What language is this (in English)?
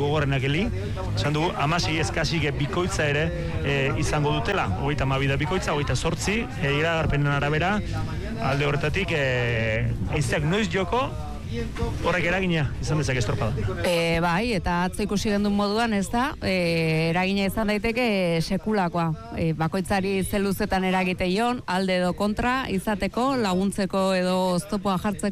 Basque